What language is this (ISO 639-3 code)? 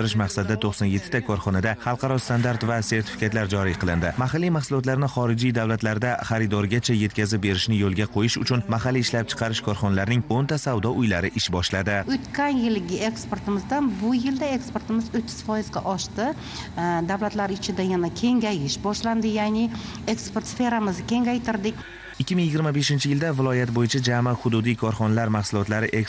uzb